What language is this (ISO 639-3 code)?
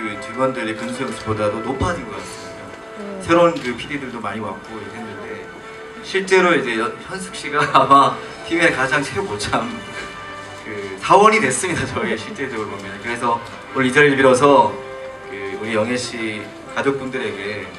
kor